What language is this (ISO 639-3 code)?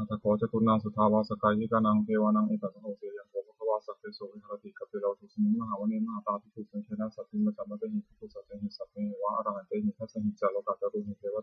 pli